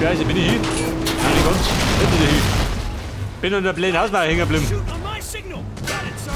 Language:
Bavarian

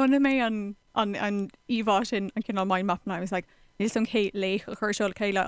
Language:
Irish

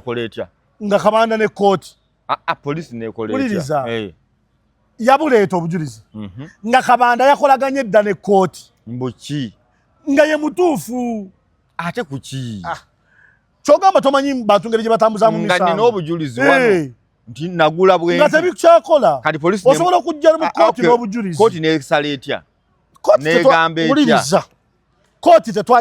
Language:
Ganda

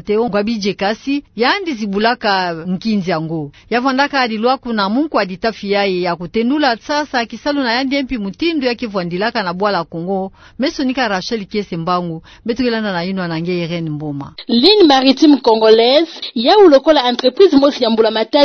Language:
Kituba (Democratic Republic of Congo)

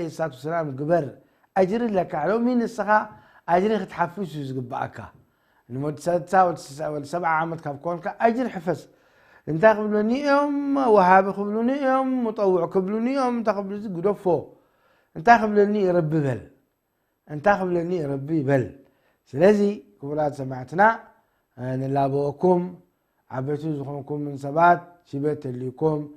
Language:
Tigrinya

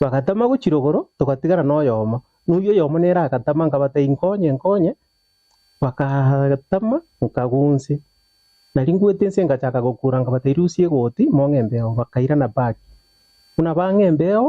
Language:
Gusii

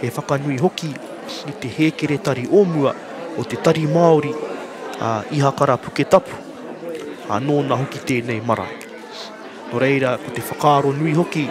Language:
Māori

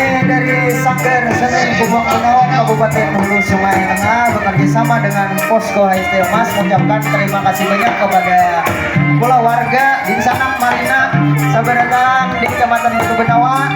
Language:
Banjar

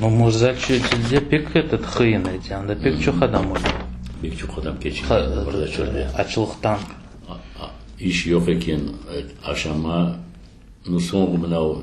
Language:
Crimean Tatar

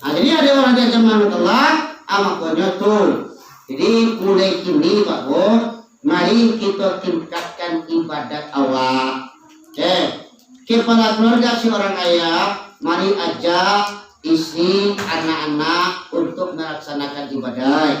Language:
Minangkabau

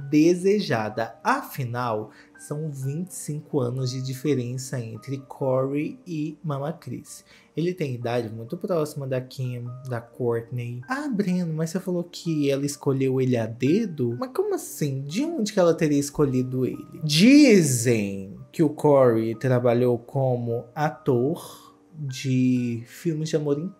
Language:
Portuguese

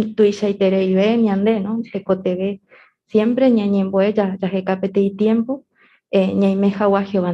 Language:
Guarani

